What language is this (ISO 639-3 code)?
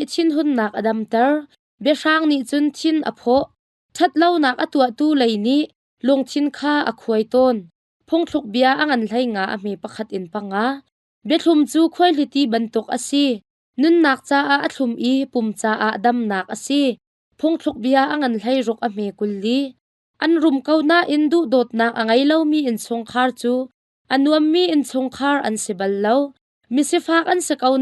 cnh